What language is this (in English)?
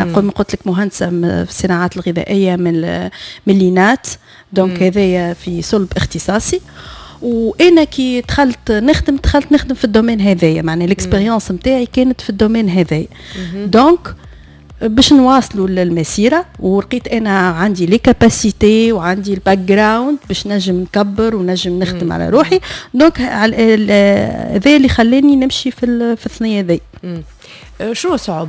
Tunisian Arabic